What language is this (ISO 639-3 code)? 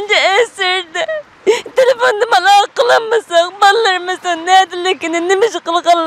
uig